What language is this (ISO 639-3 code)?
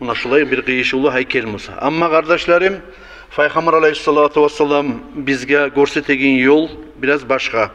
kum